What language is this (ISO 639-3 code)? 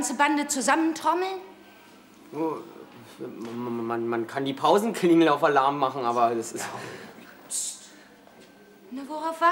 deu